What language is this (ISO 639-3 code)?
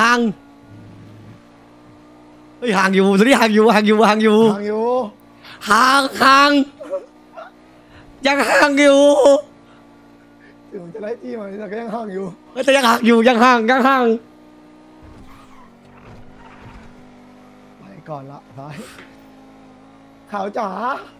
tha